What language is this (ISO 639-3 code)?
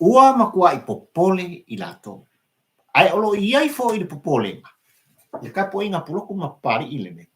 smo